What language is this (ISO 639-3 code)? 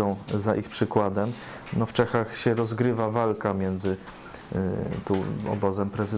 pol